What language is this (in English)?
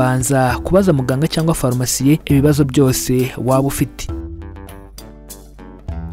Kinyarwanda